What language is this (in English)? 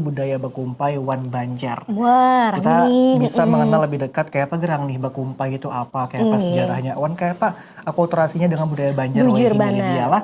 Banjar